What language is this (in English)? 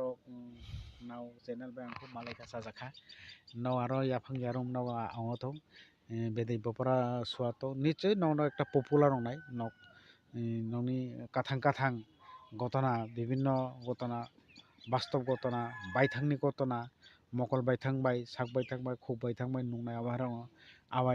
Kok Borok